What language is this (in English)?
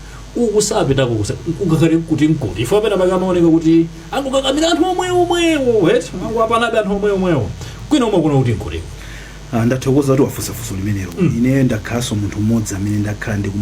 Nyanja